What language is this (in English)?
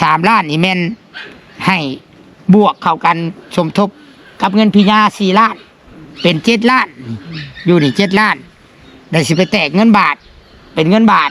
Lao